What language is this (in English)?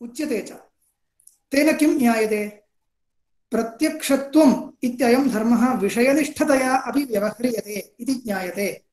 Sanskrit